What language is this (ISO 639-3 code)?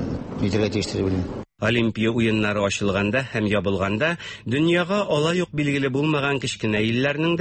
tat